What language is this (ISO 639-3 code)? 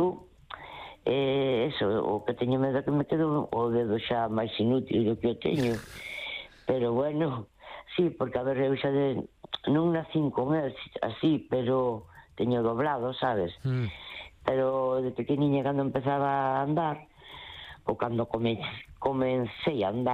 glg